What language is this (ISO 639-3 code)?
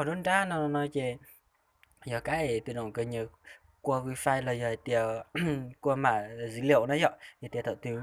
hmn